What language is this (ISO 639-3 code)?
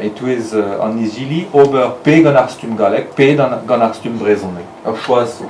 bre